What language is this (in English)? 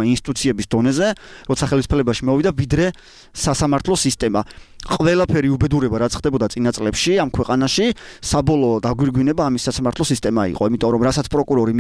Georgian